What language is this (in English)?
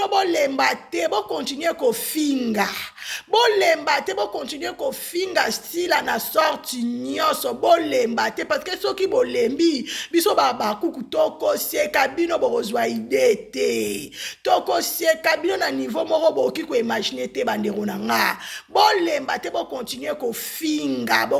Lingala